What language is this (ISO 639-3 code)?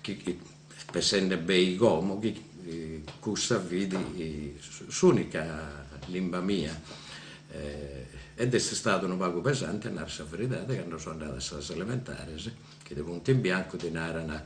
srd